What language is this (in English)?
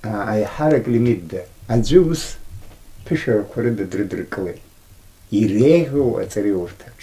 Abkhazian